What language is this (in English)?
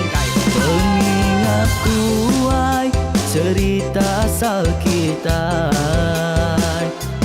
Iban